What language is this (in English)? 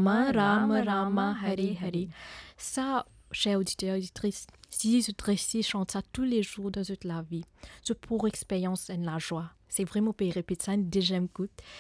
Morisyen